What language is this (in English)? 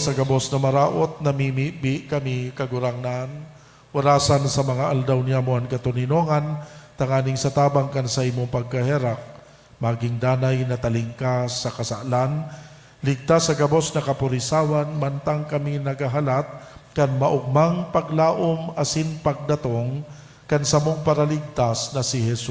Bikol